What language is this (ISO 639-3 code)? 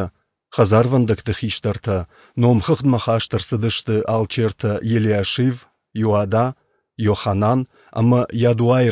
oss